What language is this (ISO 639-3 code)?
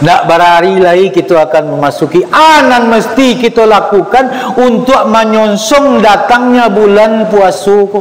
min